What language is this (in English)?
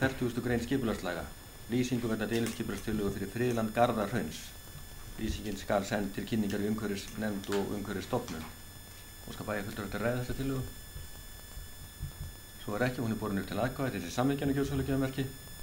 Icelandic